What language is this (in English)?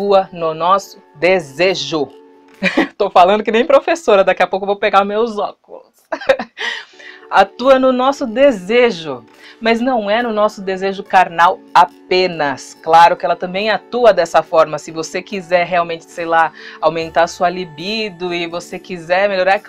Portuguese